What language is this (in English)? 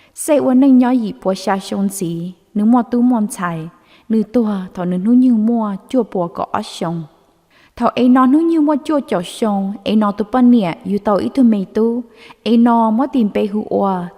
Hmong